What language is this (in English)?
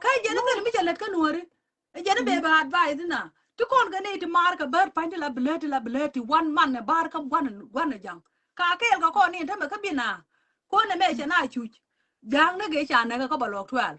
Nuer